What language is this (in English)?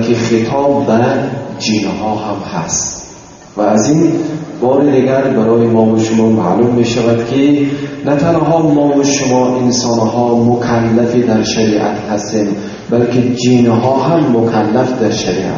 Tajik